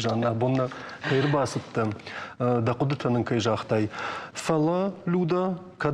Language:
Ossetic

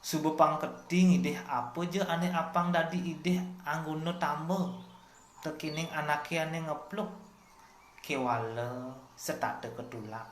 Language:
Balinese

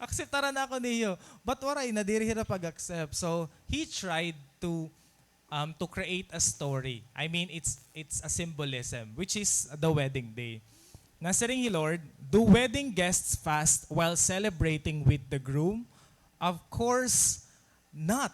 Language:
Waray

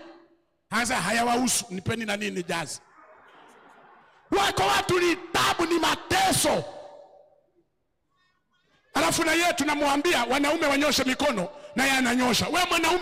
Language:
Swahili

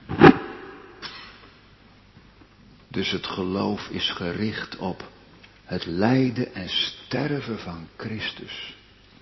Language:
Dutch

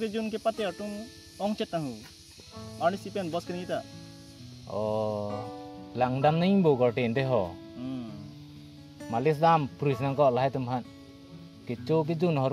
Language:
Karbi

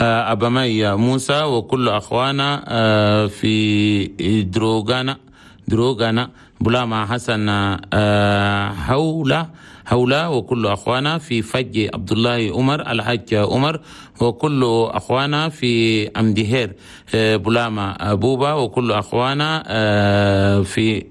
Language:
Chadian Arabic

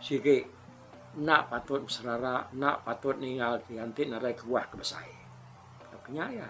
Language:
Iban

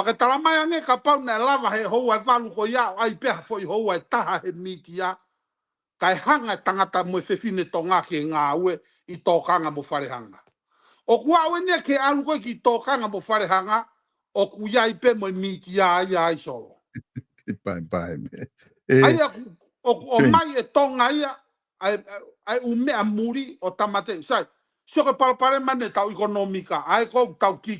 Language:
Tongan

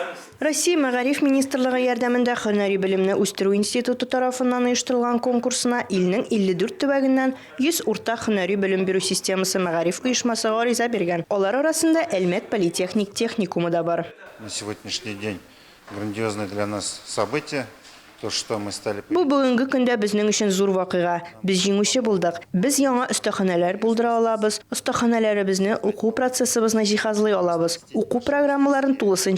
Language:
Tatar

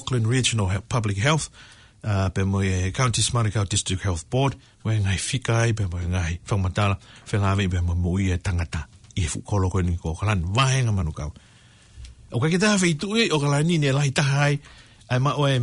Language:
Tongan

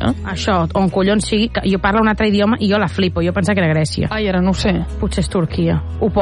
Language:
Catalan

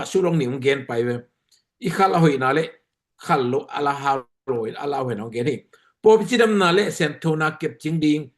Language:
Tedim Chin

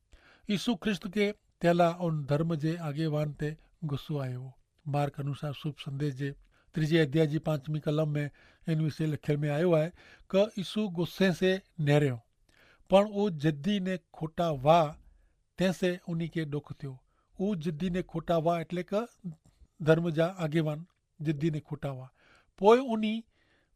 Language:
Kachhi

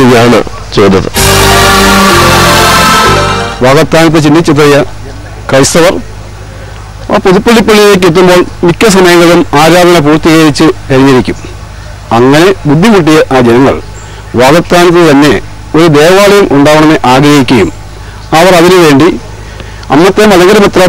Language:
Malayalam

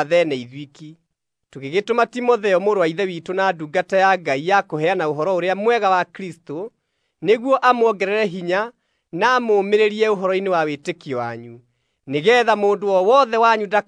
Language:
Kikuyu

